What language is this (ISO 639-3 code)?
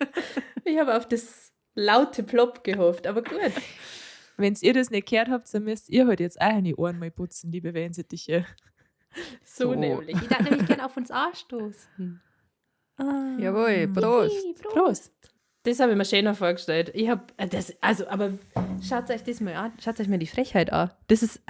bar